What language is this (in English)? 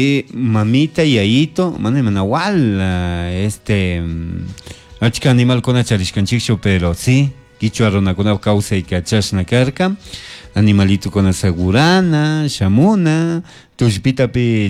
Chimborazo Highland Quichua